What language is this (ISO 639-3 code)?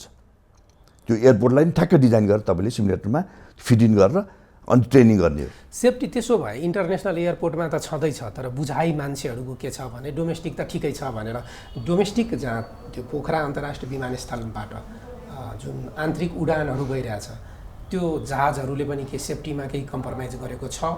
nep